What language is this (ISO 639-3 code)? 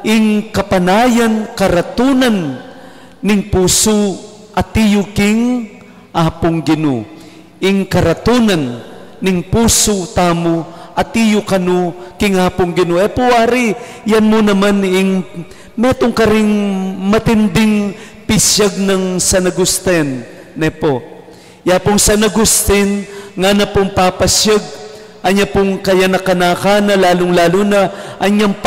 pam